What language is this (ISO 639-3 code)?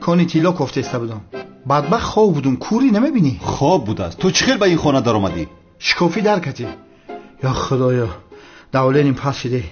tgk